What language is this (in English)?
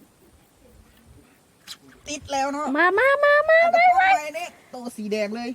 Lao